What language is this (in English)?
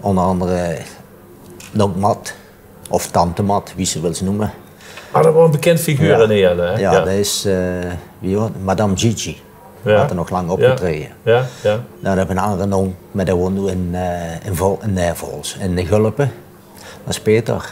Limburgish